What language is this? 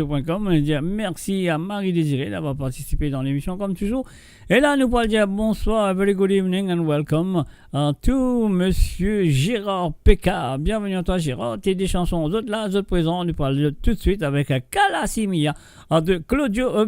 Morisyen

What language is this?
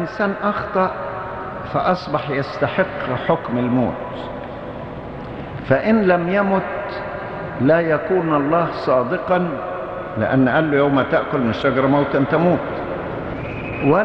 Arabic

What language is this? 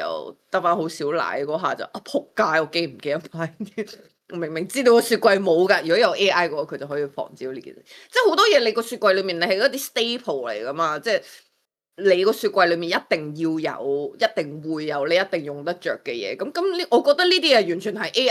Cantonese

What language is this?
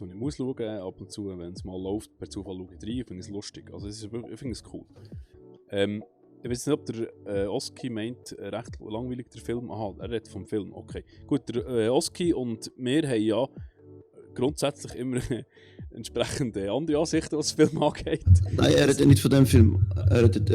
Swiss German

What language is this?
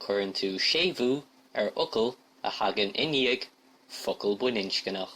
Irish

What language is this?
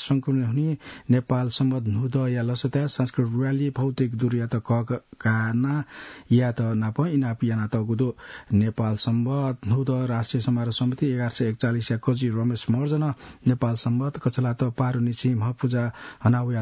Newari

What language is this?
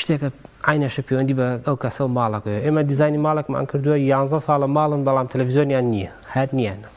Central Kurdish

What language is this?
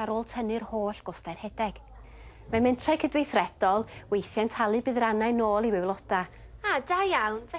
Welsh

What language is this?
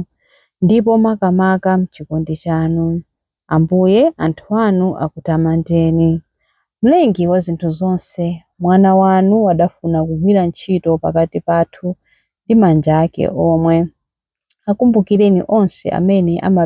Nyanja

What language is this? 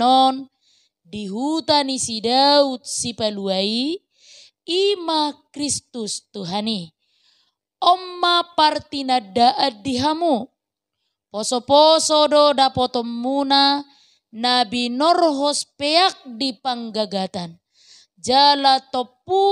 Batak Toba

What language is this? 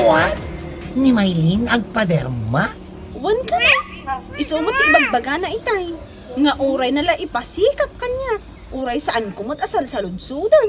Iloko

